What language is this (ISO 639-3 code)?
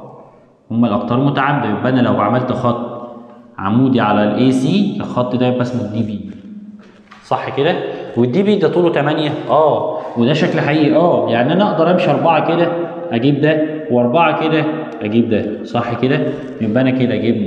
arz